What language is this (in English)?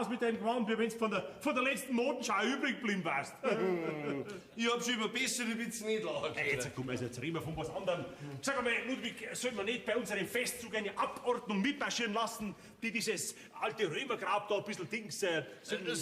Bavarian